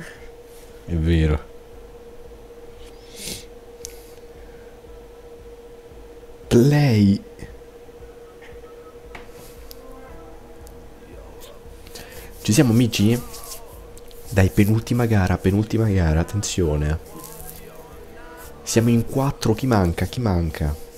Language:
Italian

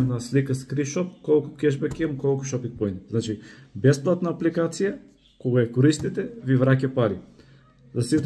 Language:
Macedonian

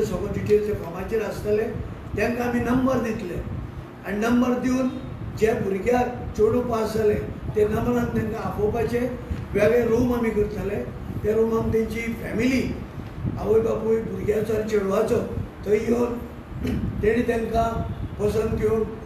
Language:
Konkani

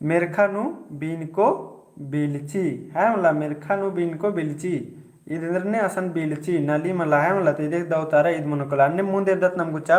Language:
Kurukh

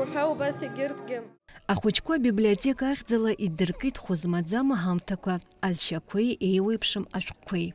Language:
Abkhazian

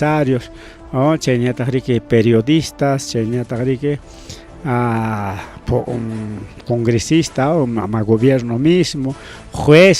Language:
Ayacucho Quechua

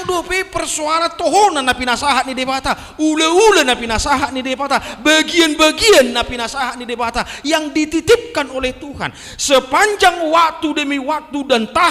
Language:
Batak Toba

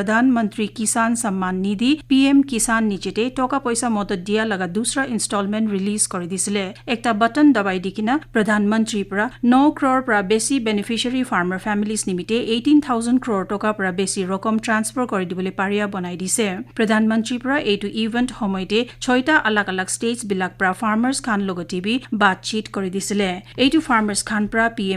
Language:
Naga Pidgin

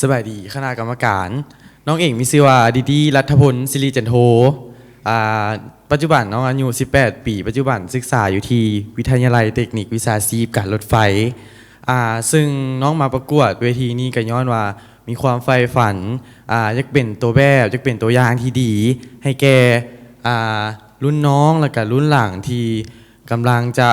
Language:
Lao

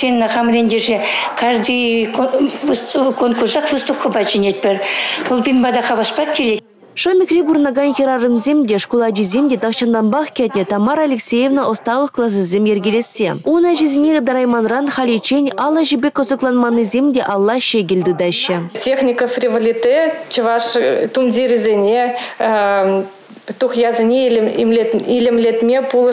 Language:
Chuvash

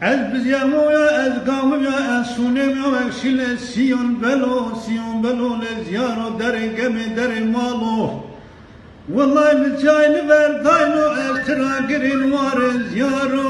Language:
Zaza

